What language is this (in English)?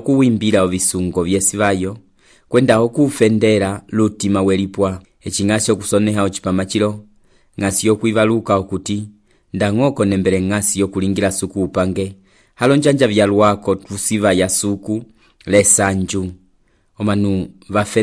Umbundu